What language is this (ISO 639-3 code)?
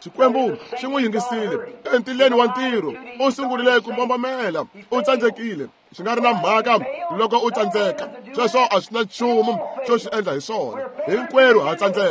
tso